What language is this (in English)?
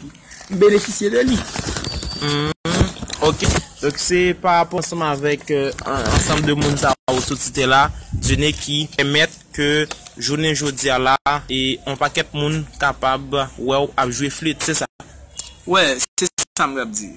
Haitian Creole